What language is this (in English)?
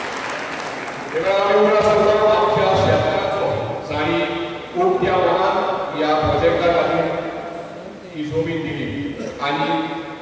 Konkani